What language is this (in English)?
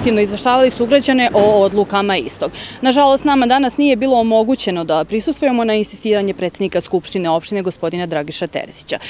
Serbian